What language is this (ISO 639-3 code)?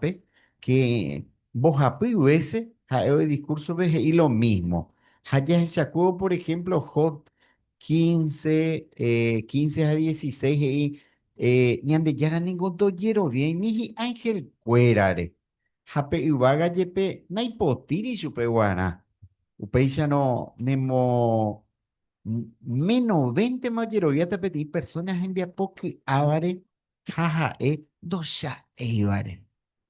grn